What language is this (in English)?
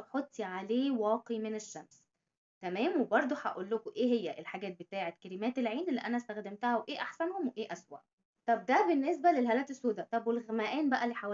Egyptian Arabic